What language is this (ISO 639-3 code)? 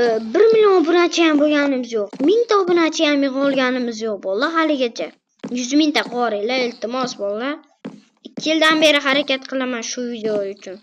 uzb